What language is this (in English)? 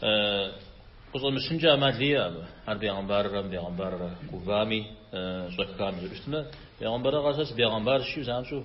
Kabardian